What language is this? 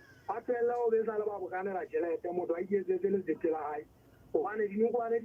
Southern Sotho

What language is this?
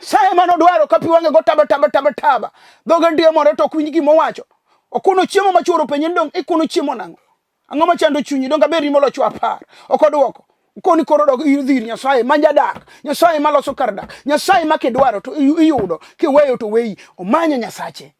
Luo (Kenya and Tanzania)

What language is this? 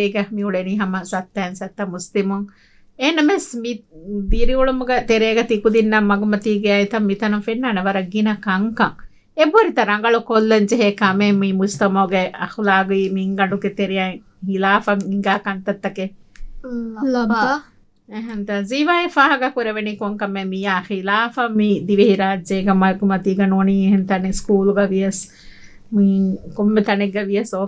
Divehi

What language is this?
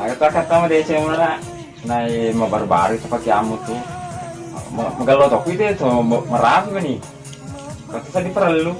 Buginese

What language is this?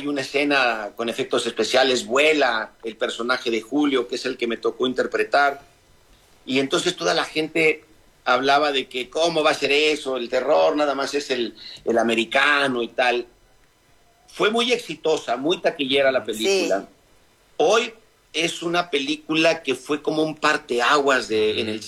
Spanish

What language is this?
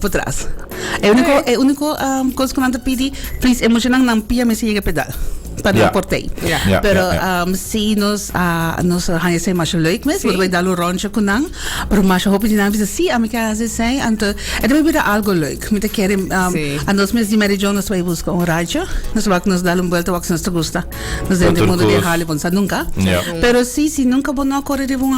Papiamento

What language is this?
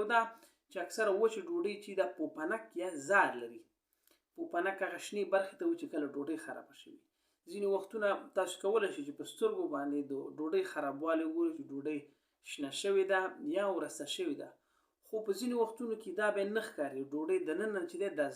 Pashto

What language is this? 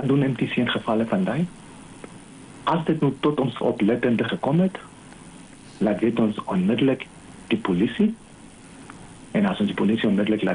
Afrikaans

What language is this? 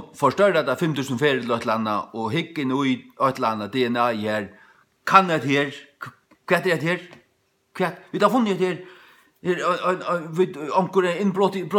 Faroese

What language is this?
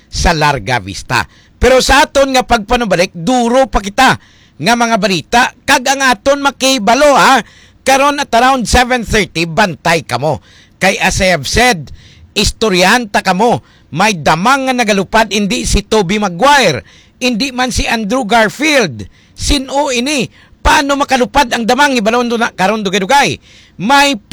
Hiligaynon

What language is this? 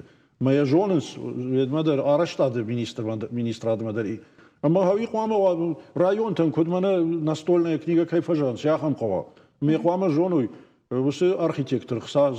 Ossetic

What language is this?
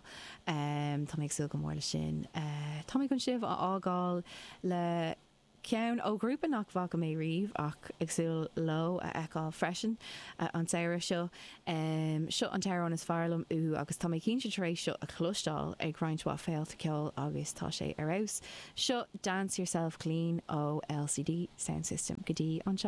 Irish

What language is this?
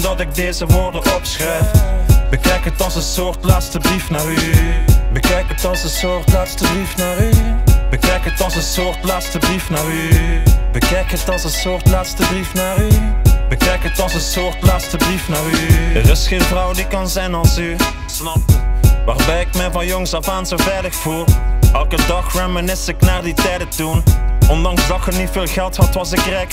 Dutch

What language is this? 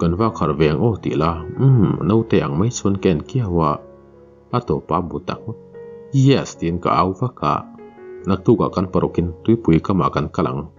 Mizo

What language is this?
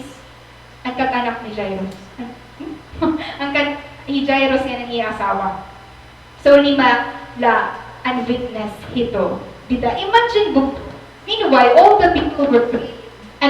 Waray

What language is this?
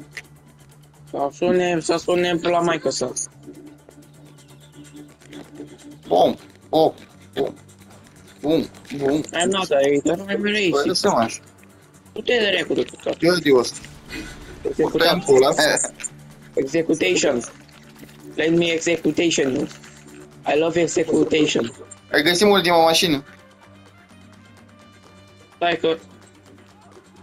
Romanian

